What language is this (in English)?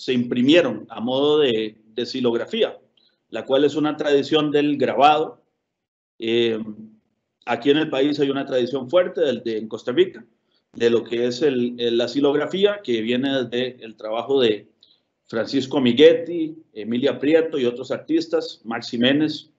Spanish